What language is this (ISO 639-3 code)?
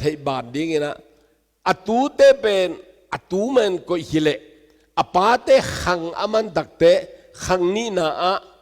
ctd